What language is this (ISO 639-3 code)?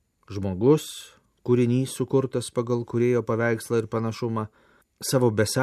lit